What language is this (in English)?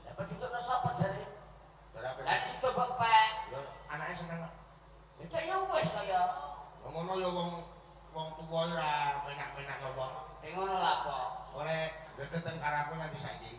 Javanese